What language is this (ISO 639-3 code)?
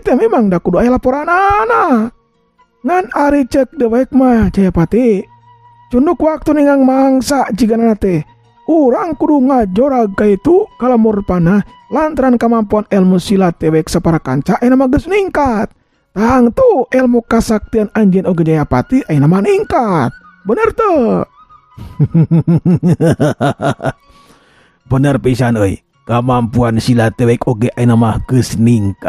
sun